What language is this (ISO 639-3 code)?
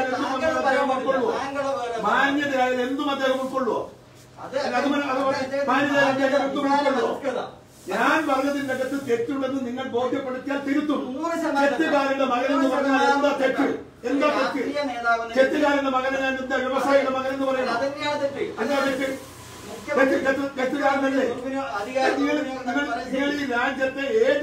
mal